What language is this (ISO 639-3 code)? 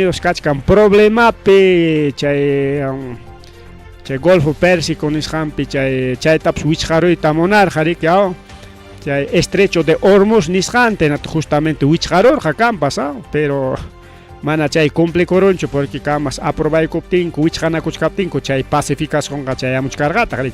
quy